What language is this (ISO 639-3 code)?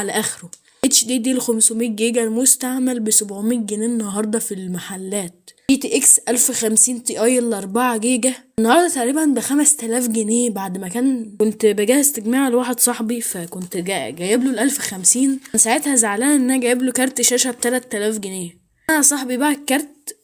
arz